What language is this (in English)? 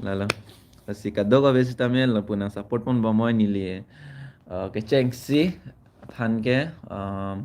Karbi